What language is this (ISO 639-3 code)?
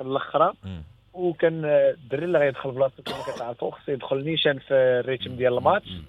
ary